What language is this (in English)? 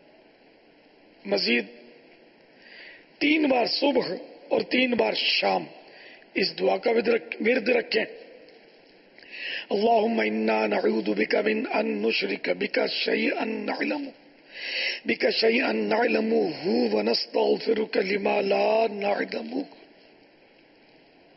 Urdu